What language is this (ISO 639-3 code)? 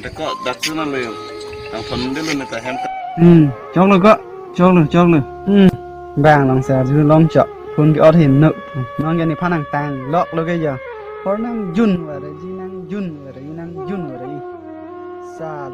mjw